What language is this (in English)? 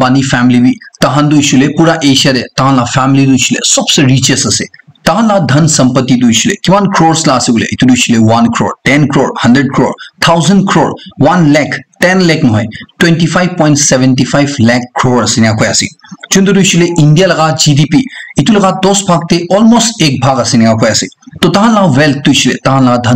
Naga Pidgin